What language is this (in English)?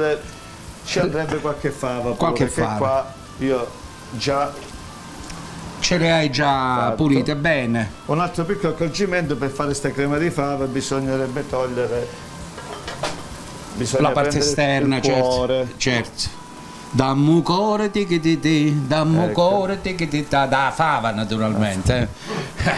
Italian